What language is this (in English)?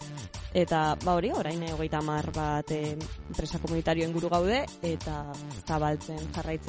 Basque